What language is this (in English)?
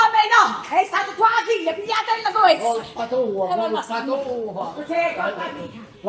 Neapolitan